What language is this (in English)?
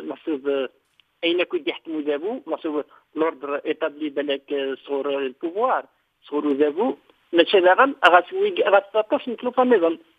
Kabyle